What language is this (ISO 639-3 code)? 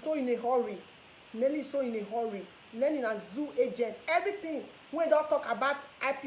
pcm